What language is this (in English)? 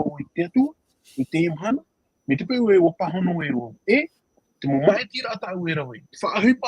Tahitian